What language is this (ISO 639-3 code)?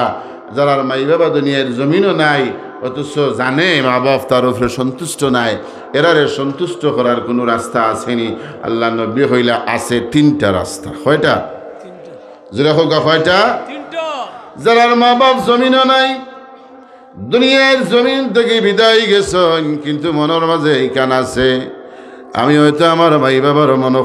syl